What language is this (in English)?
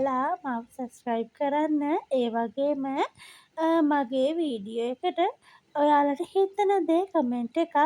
Sinhala